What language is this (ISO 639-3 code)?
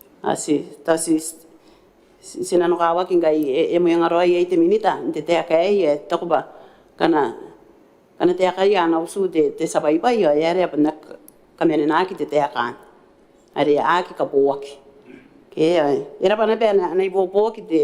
gil